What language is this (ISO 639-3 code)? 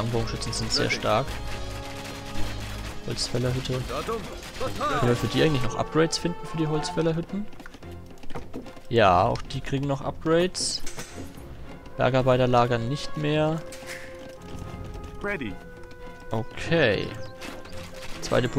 deu